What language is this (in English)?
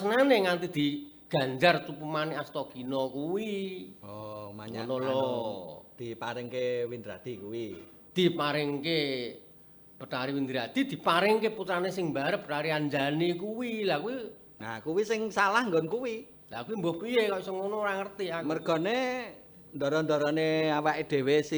Javanese